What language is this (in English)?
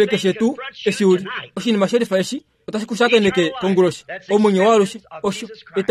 Kuanyama